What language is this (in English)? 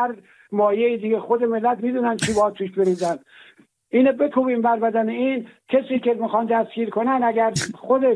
Persian